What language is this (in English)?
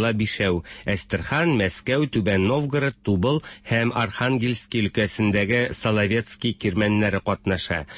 Tatar